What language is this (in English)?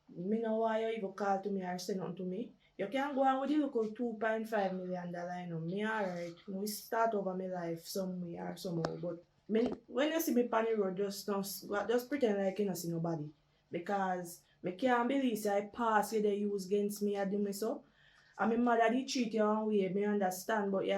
Jamaican Creole English